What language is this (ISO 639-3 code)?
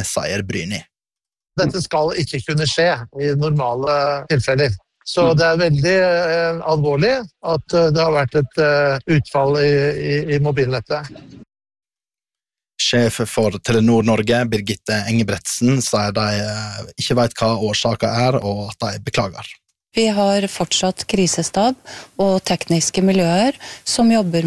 nor